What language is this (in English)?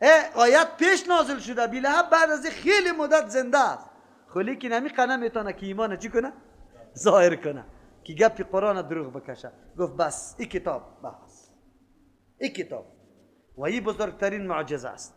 Persian